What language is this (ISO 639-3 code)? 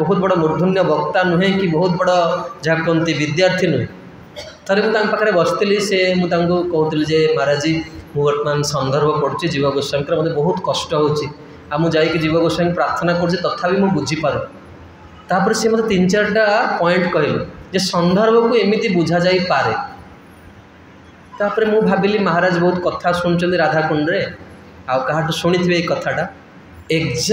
ori